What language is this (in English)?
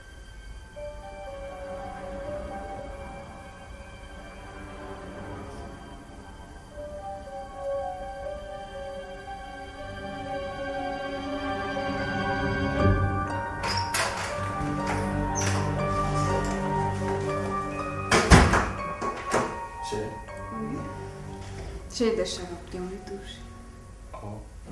Kinyarwanda